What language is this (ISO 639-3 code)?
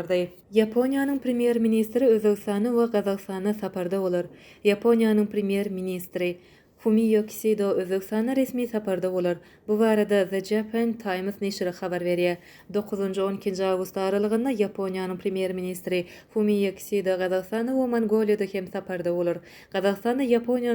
tuk